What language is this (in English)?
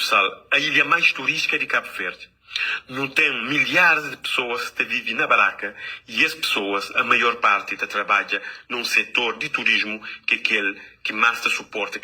Kabuverdianu